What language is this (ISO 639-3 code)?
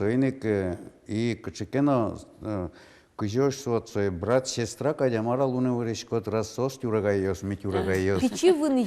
udm